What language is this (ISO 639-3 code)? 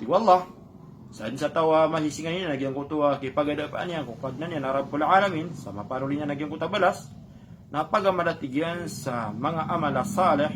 mrw